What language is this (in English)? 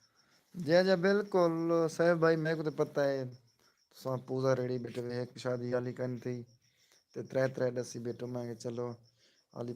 Saraiki